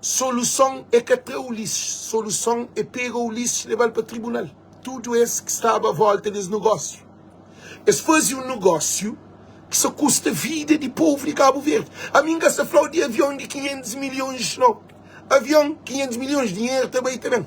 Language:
Kabuverdianu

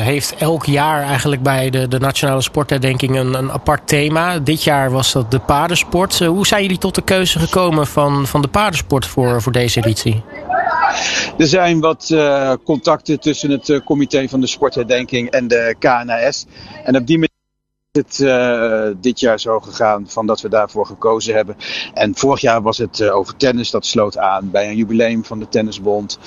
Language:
Dutch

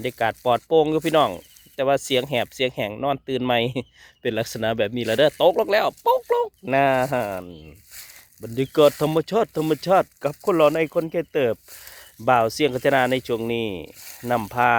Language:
Northeastern Thai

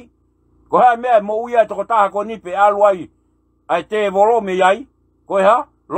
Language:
Tongan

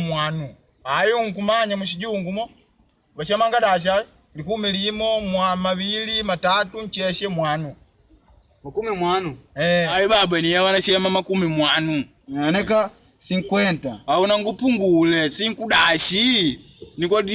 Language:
Makonde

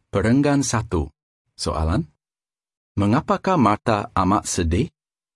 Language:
Malay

